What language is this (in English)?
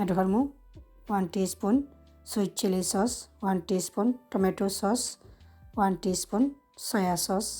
Sylheti